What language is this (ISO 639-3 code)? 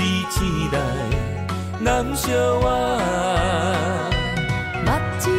nan